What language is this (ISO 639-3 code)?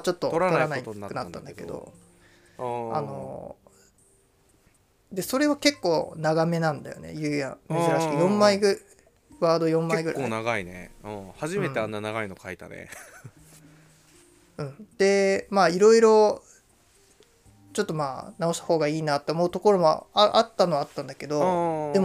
jpn